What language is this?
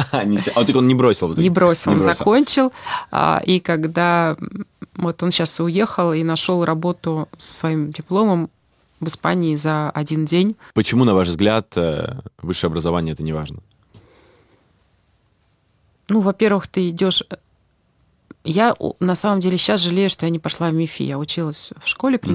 Russian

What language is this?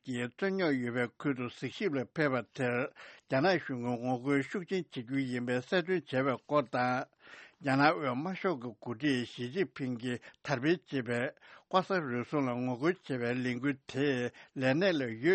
Tibetan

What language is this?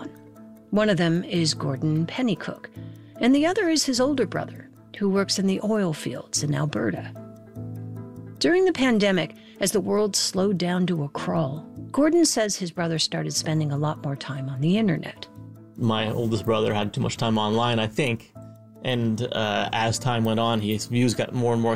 English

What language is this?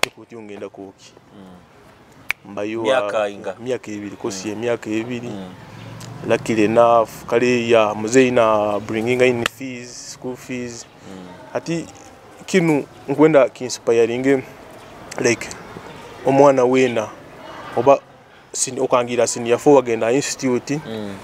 Nyoro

